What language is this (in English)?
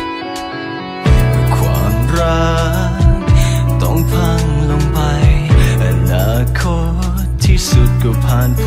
Thai